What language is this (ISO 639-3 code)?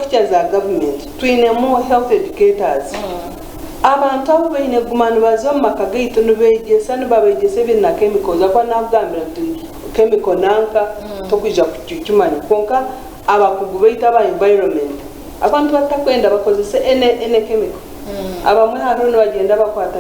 nyn